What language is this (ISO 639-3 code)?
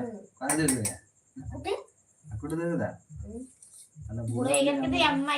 sat